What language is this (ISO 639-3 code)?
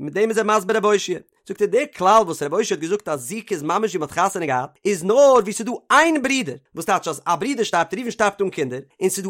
yid